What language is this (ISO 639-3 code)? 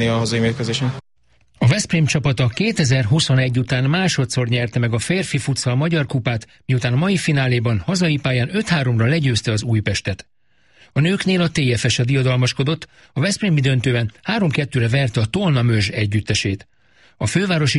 hun